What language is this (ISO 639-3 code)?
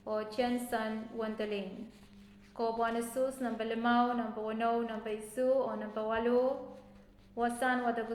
pon